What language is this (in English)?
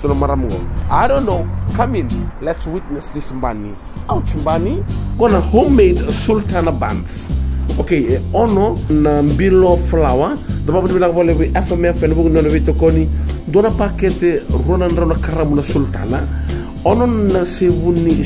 Fijian